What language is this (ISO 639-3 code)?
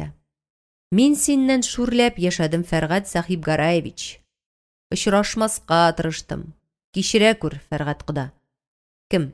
tat